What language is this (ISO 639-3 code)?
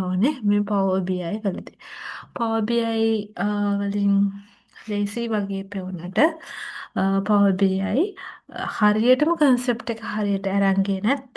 sin